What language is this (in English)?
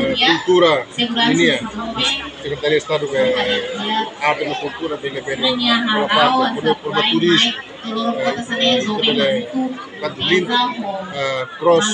Tetum